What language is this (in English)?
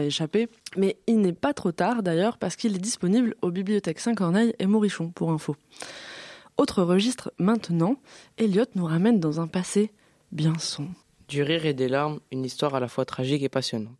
French